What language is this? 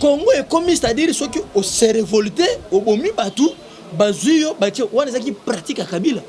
Lingala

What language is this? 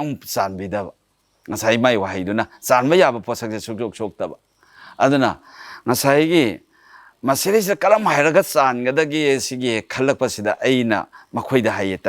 Manipuri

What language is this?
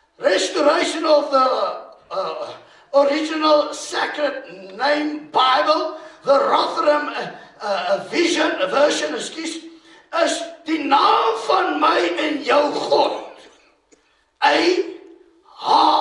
Afrikaans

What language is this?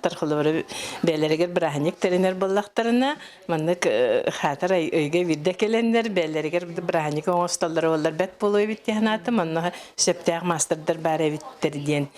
Yakut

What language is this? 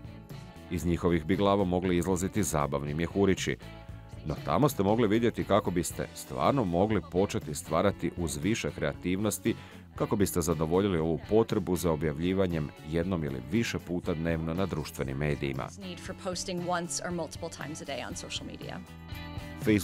Croatian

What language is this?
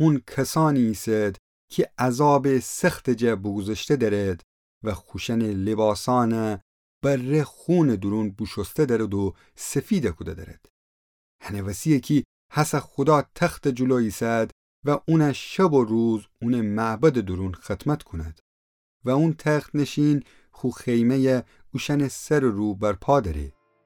Gilaki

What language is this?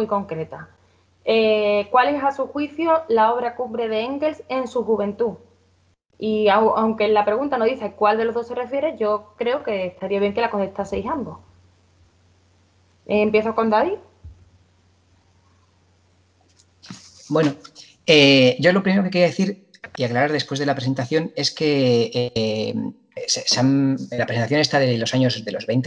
Spanish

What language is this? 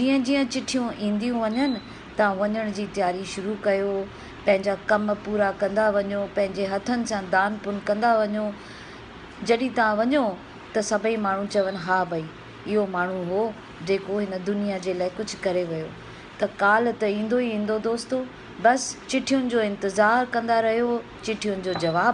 Sindhi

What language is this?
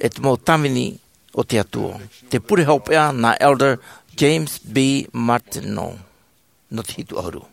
Tahitian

